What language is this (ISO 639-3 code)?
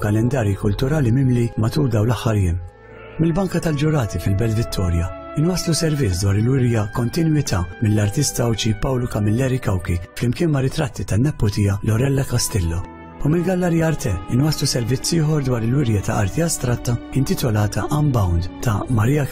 mlt